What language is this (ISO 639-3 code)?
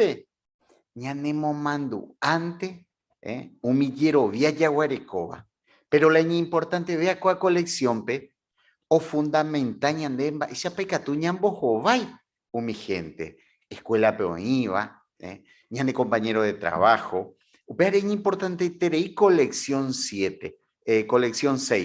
grn